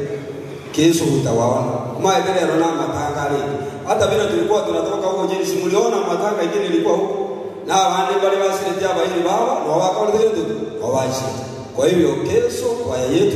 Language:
Gusii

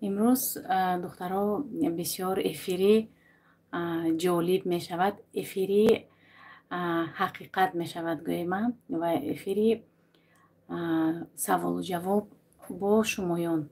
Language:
Tajik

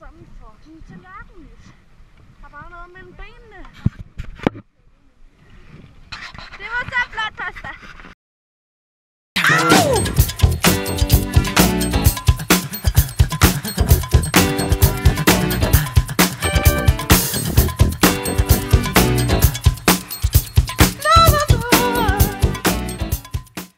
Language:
Danish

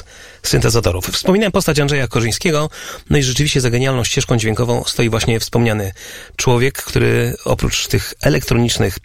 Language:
Polish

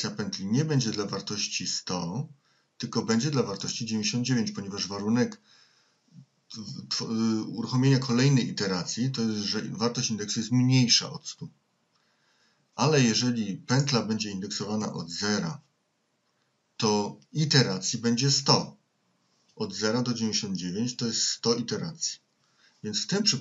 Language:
Polish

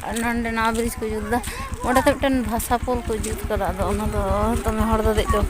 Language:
Santali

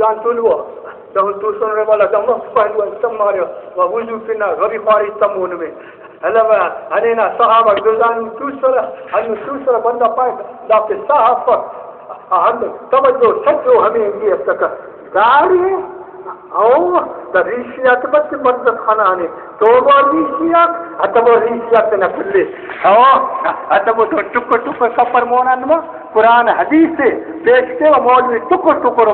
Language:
Brahui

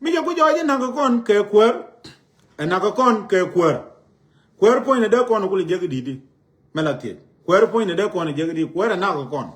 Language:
Nuer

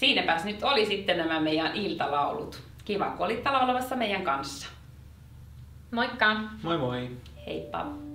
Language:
Finnish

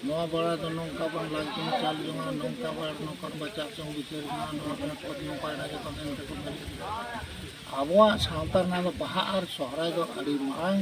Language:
Santali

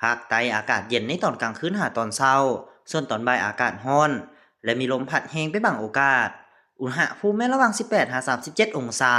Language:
Lao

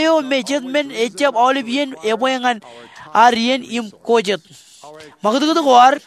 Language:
Marshallese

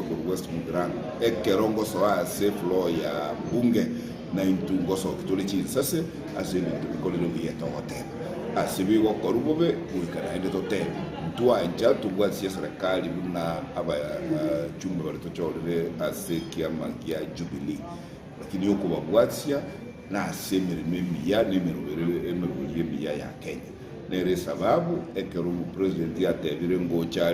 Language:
Gusii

